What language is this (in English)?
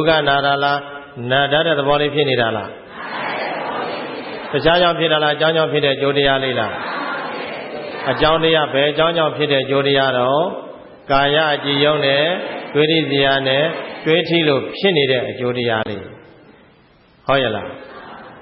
Burmese